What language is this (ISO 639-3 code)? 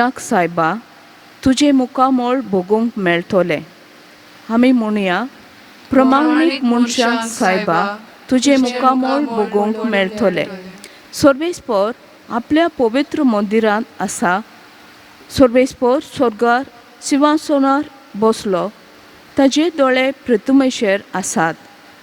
kok